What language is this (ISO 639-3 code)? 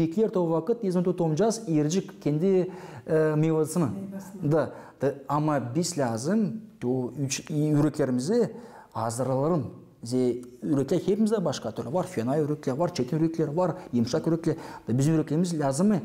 gag